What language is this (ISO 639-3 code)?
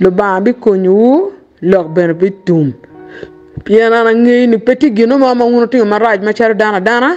ach